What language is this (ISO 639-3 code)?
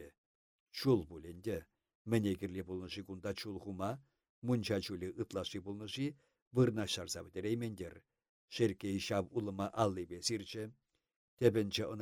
chv